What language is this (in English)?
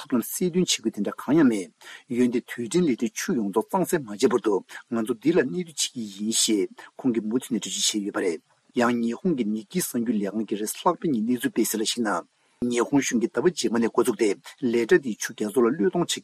Tibetan